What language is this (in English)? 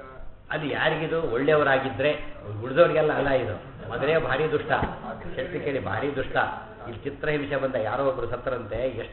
Kannada